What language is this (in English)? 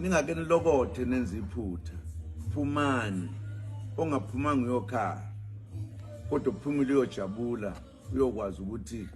Zulu